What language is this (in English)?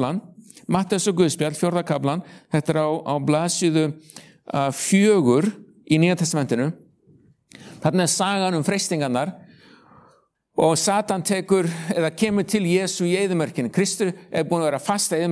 Icelandic